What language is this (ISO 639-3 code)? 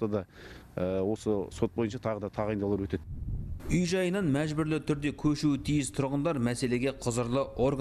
kaz